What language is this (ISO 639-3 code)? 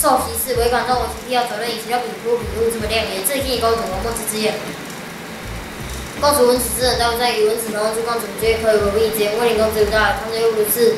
lzh